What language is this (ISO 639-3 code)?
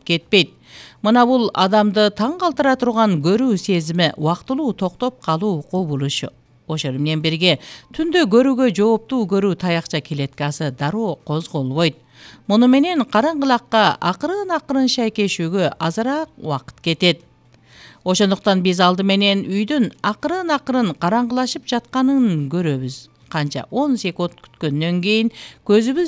kir